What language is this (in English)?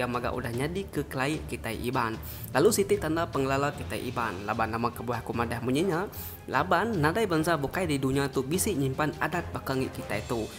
Iban